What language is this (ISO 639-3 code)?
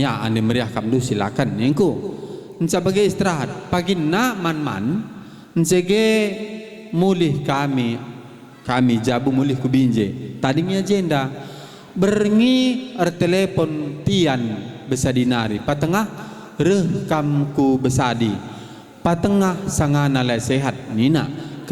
btx